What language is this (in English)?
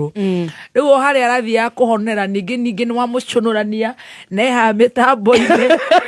Kikuyu